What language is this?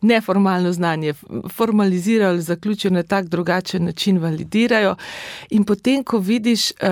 Slovenian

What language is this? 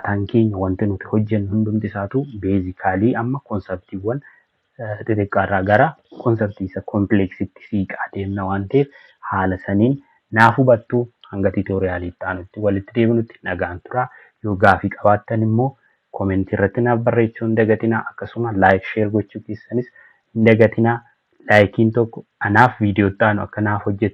Oromo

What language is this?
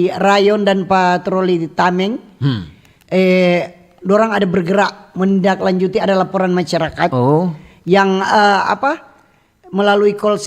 Manado Malay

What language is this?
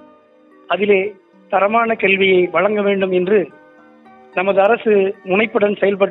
Tamil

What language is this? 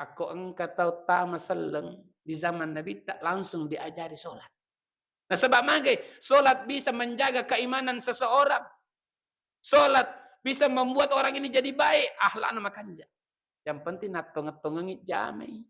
Buginese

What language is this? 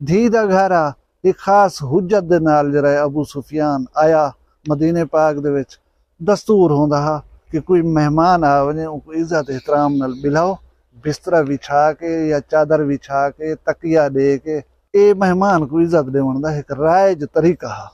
Saraiki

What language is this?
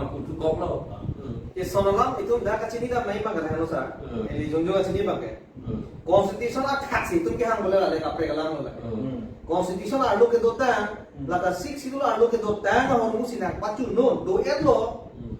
Karbi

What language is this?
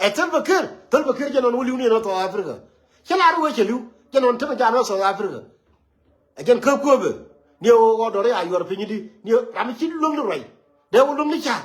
Nuer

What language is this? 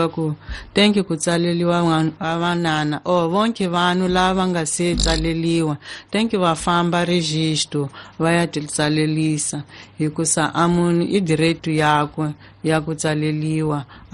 Tsonga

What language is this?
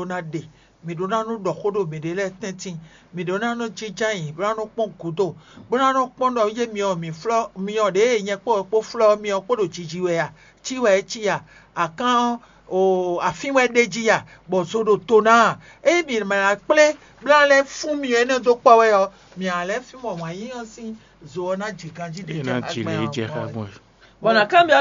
Fon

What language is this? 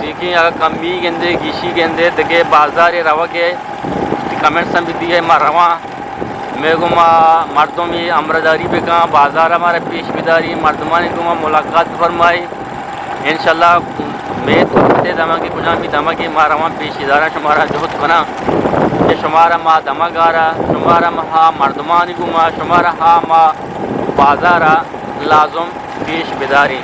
Eastern Balochi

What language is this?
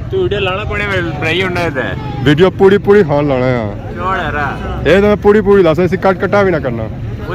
Pahari-Potwari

